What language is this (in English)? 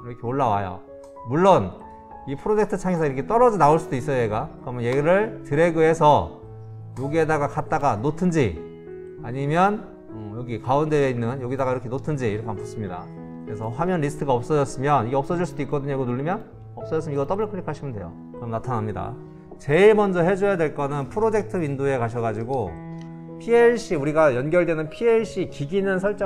Korean